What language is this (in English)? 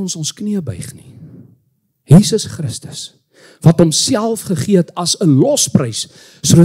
Afrikaans